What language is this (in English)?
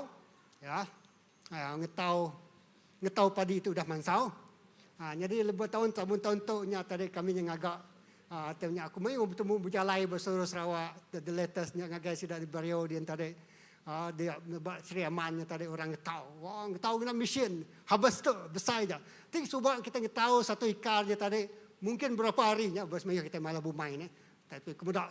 Iban